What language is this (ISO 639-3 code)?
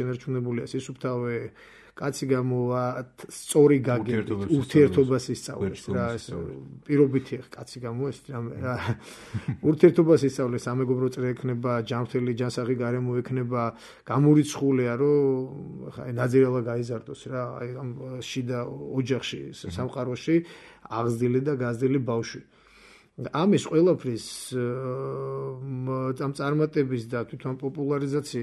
kat